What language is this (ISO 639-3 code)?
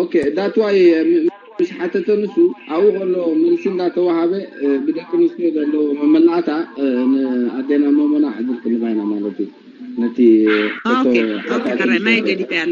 tir